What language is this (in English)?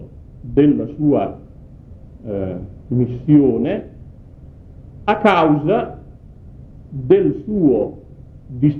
Italian